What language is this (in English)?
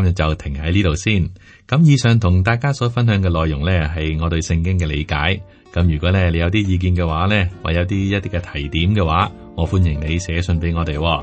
Cantonese